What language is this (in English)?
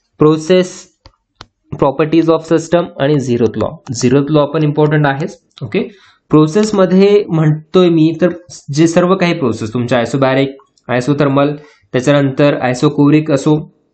Marathi